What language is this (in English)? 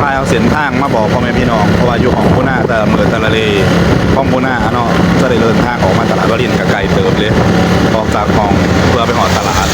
Northeastern Thai